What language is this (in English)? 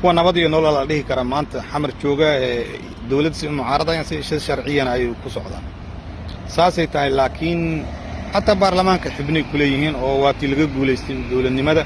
Somali